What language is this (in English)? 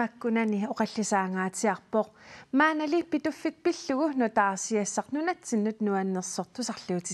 Kalaallisut